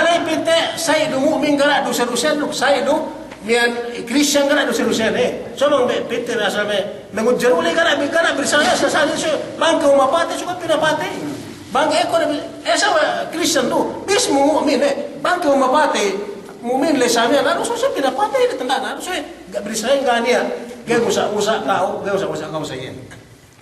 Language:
Yakan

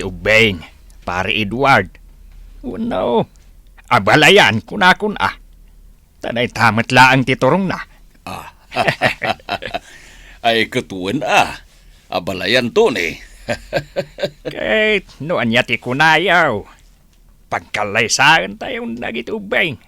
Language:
Iloko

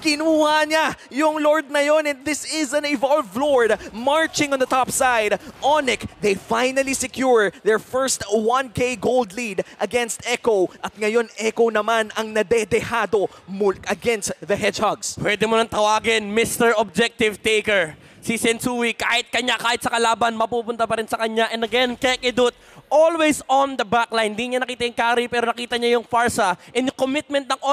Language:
Filipino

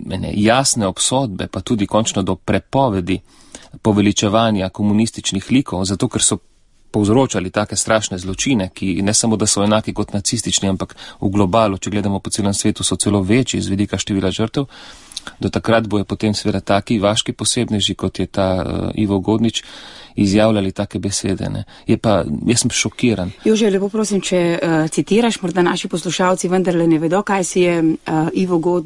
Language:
Slovenian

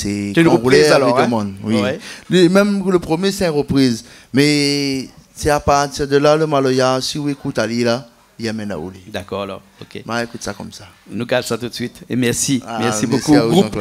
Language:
Réunion Creole French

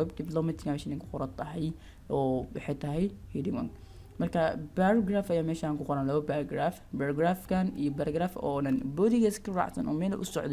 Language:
Somali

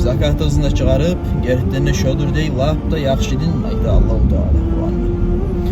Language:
Kumyk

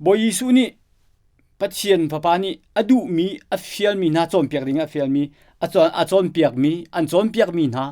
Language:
Hakha Chin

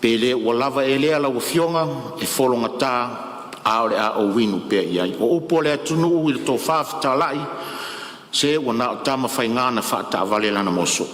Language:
Samoan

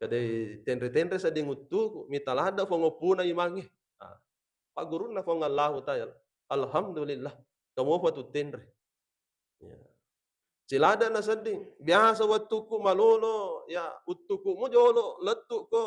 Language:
Buginese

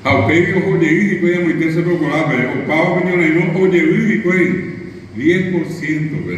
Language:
Guarani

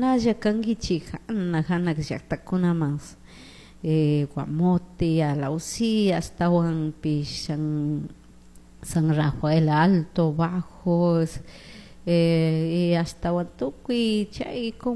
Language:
Chimborazo Highland Quichua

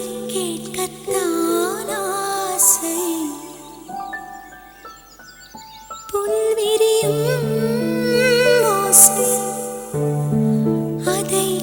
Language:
Tamil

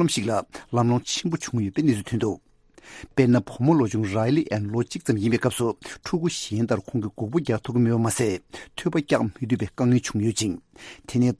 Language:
Tibetan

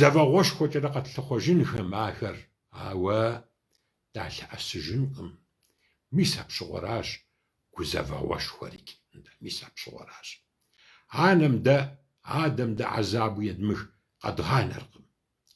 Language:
Kabardian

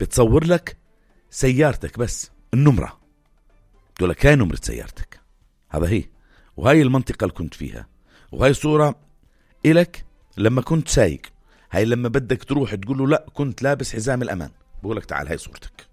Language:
North Levantine Arabic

